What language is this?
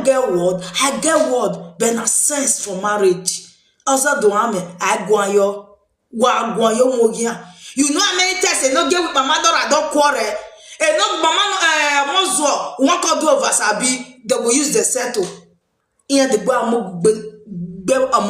Nigerian Pidgin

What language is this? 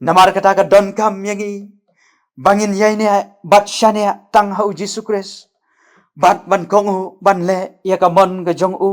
Khasi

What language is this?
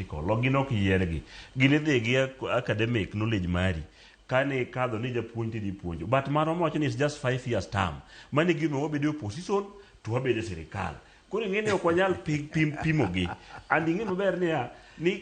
Luo (Kenya and Tanzania)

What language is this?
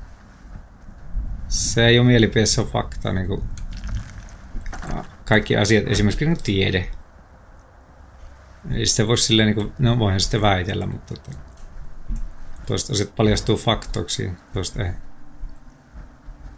Finnish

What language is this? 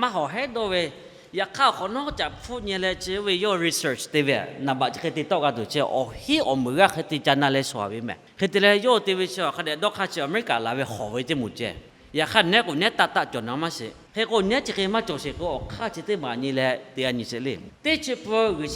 Lahu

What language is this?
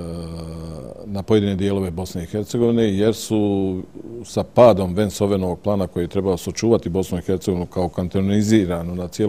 Bosnian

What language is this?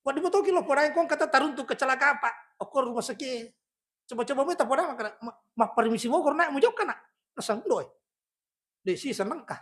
Buginese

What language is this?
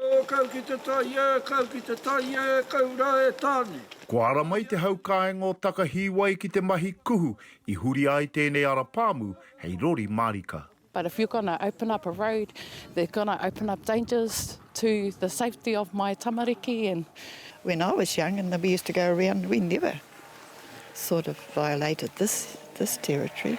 Māori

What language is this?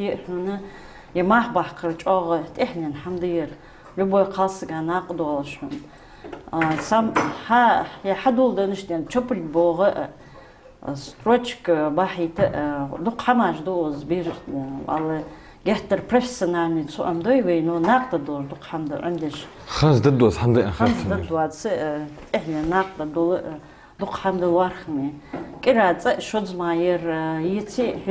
Ingush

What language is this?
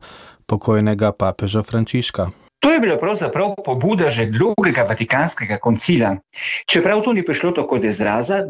Slovenian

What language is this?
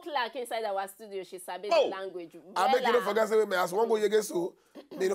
Nigerian Pidgin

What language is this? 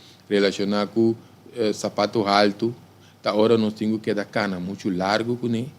Papiamento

